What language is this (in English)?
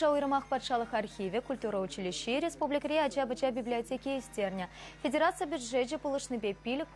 Chuvash